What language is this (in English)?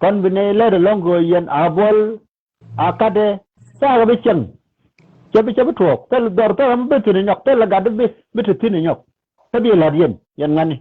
Nuer